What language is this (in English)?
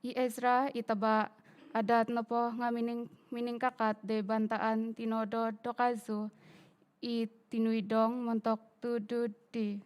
Central Dusun